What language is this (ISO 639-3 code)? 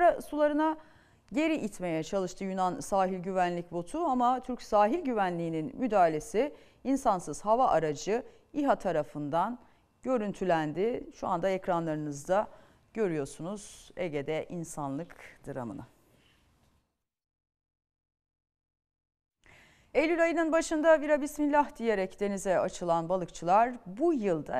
tur